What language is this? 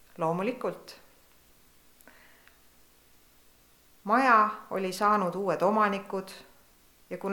Estonian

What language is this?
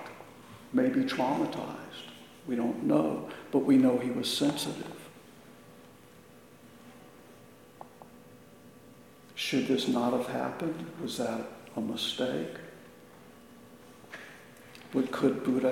English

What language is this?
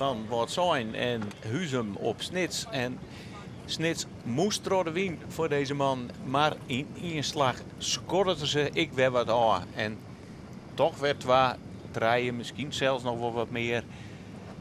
Western Frisian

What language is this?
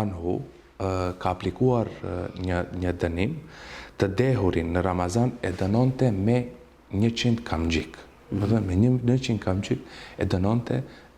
Albanian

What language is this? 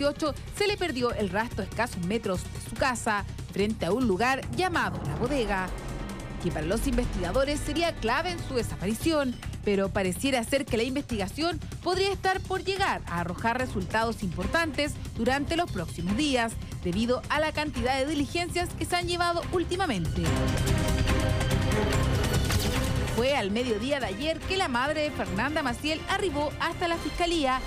Spanish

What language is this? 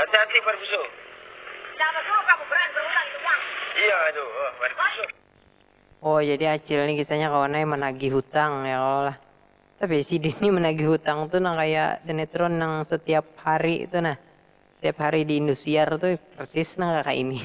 Banjar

